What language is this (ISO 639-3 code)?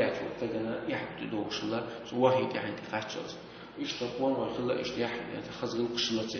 che